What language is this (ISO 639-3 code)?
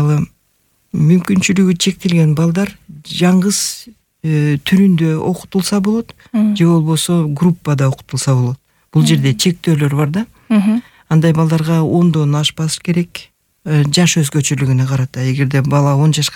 kir